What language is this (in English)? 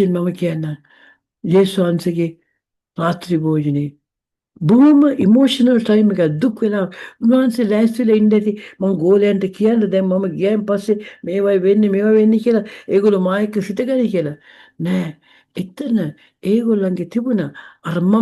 Sinhala